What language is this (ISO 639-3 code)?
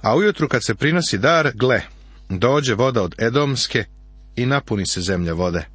srp